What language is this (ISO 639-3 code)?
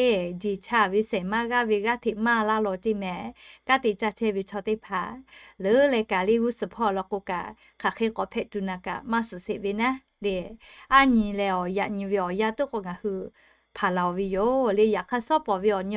lhu